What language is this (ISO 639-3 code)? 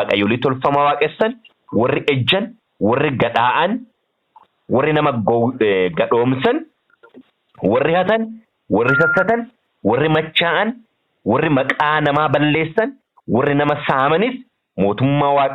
orm